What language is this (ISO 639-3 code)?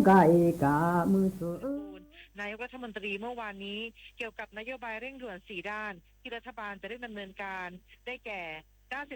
lhu